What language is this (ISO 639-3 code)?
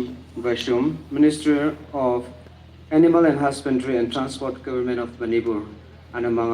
nmf